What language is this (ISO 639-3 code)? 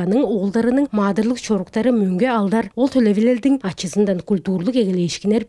tyv